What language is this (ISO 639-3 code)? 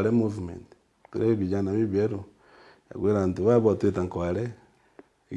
mer